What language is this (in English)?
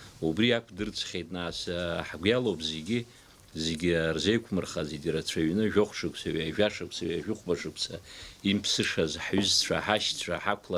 Abkhazian